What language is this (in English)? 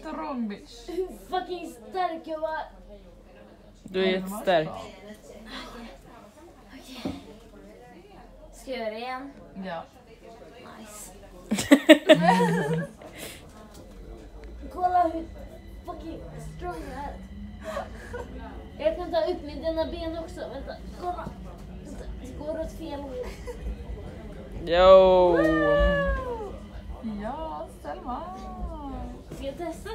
Swedish